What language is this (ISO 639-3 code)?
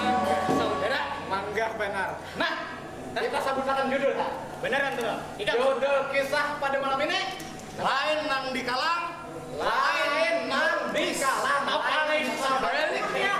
bjn